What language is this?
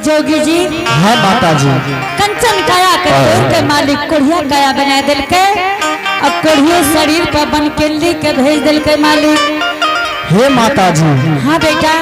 Angika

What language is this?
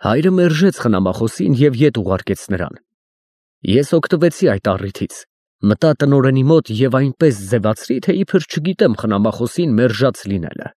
Armenian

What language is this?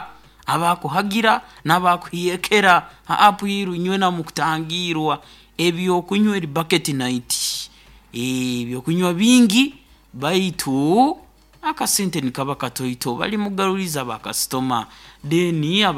Nyoro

